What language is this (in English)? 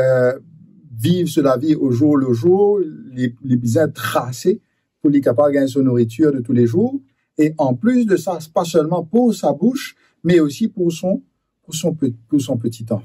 Morisyen